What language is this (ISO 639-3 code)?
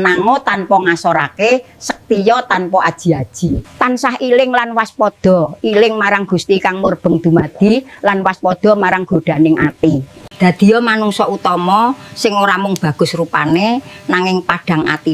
jav